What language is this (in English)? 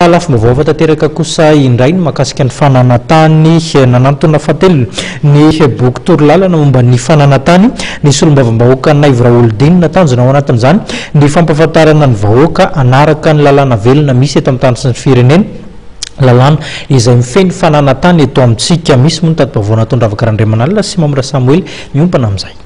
Malagasy